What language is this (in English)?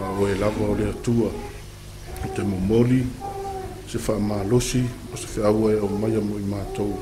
Samoan